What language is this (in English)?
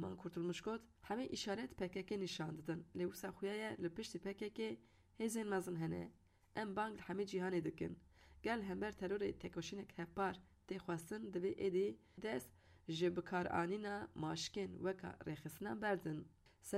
Kurdish